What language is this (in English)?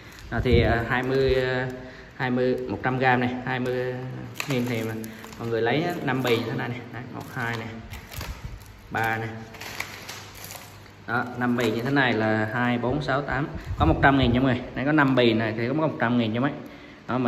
Vietnamese